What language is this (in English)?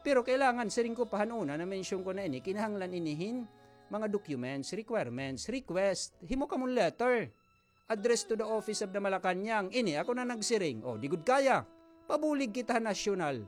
Waray